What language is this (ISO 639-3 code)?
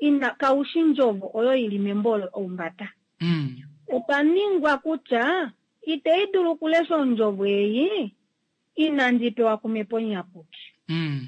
kua